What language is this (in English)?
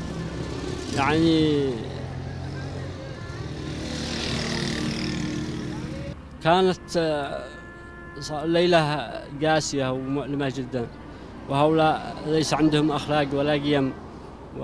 Arabic